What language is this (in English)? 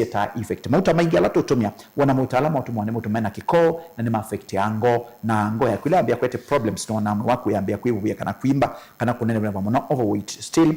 Kamba